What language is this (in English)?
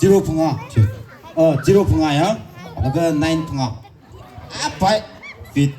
Tangkhul Naga (India)